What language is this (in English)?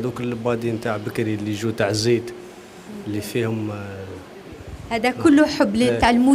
Algerian Arabic